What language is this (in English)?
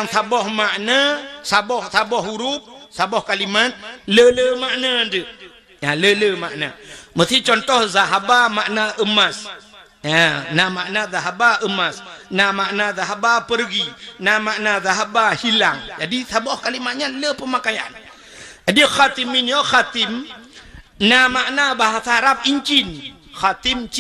Achinese